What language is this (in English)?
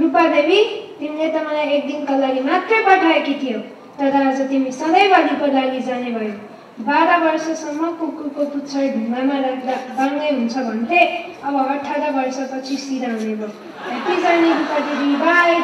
Nepali